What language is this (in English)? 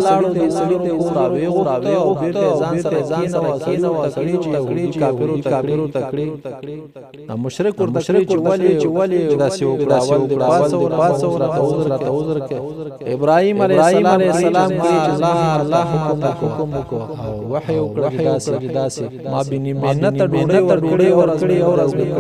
Pashto